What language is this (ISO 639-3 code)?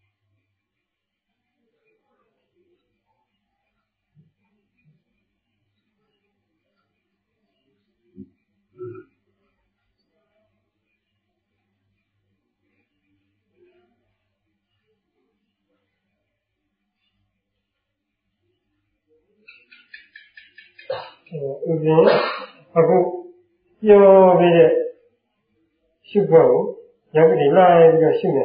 mya